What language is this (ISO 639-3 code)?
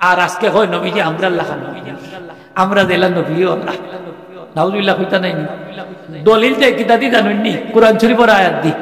syl